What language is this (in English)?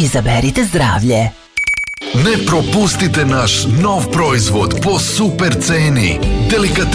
Serbian